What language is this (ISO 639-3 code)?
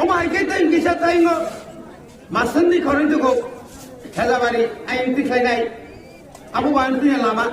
trp